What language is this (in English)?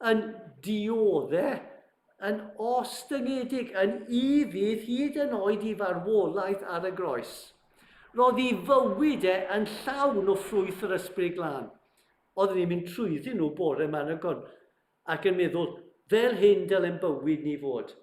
Welsh